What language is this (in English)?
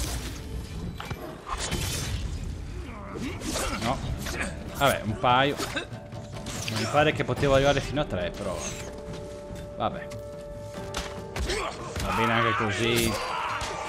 Italian